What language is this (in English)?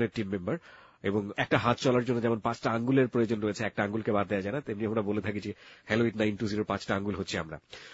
Bangla